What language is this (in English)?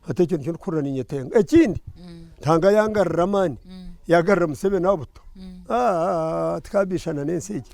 Nyankole